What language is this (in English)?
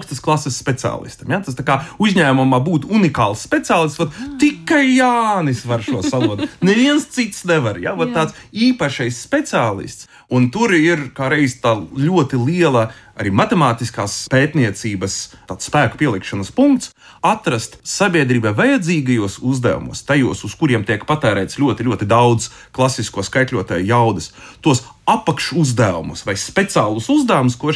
Latvian